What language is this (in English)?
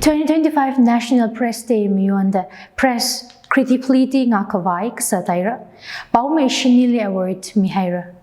Tangkhul Naga (India)